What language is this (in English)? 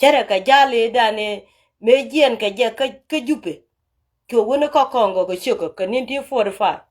Nuer